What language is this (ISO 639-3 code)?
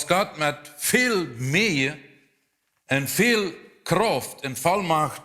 pdt